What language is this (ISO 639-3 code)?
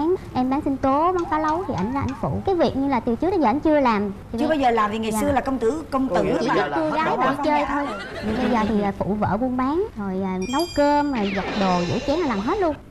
vie